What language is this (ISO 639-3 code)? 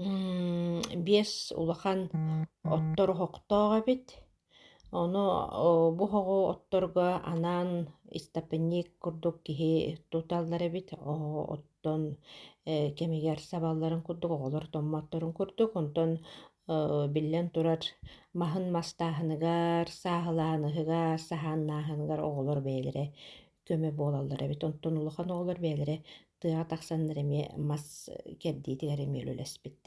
sah